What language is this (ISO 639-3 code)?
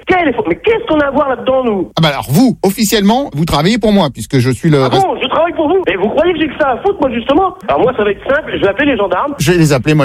fra